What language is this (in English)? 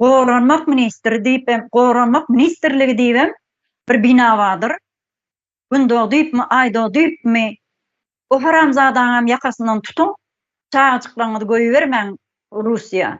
Turkmen